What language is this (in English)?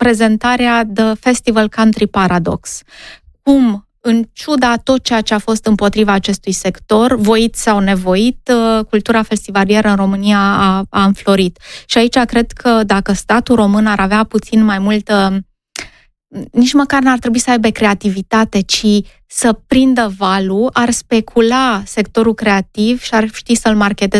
Romanian